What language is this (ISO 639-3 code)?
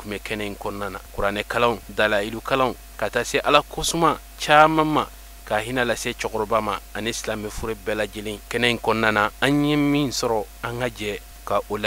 bam